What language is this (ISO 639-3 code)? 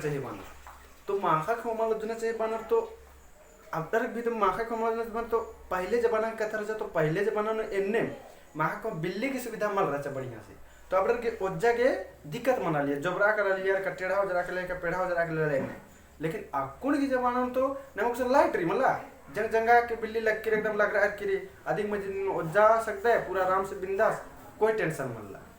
kru